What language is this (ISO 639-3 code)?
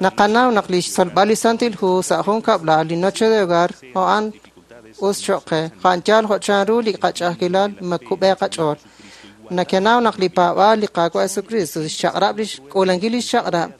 kek